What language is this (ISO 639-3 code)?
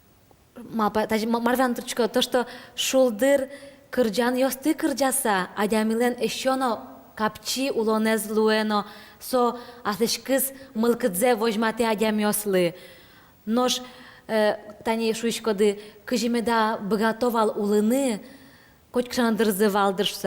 udm